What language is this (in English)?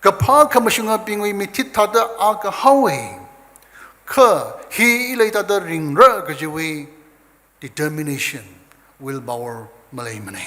Tangkhul Naga (India)